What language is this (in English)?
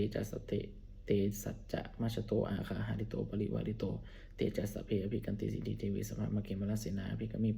Pali